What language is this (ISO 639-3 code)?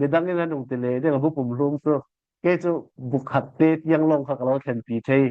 cfm